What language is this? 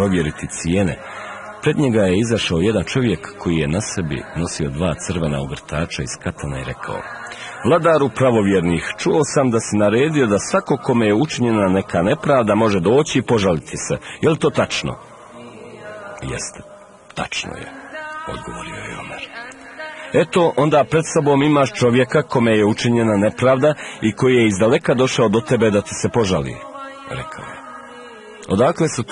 Bosnian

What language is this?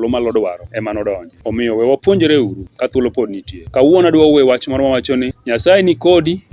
Luo (Kenya and Tanzania)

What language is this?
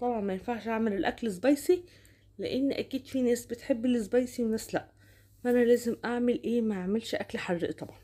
Egyptian Arabic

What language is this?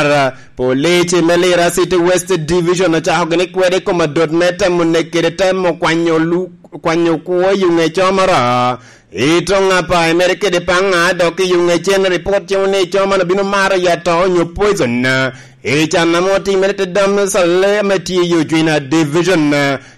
Lango (Uganda)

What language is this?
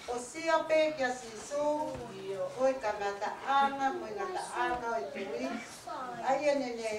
Tongan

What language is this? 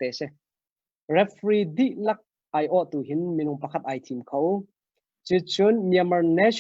Hakha Chin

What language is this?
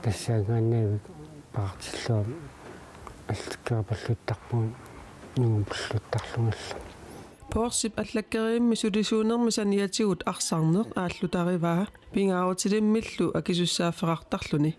Kalaallisut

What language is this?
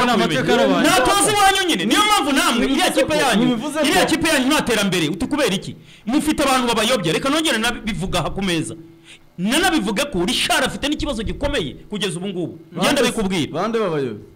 Kinyarwanda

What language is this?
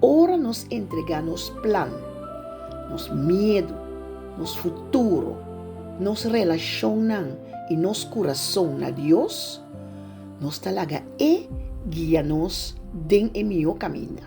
Papiamento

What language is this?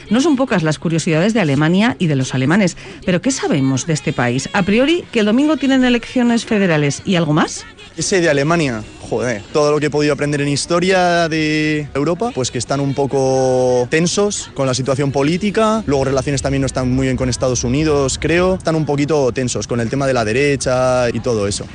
Spanish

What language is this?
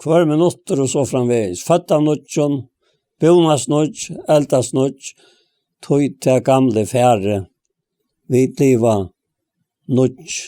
Faroese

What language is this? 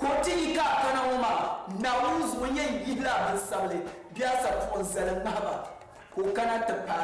Dagbani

